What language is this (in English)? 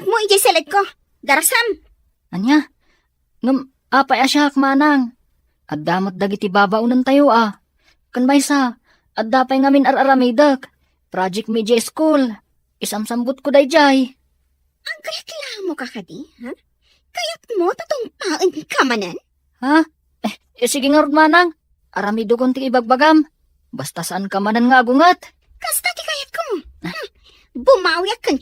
Iloko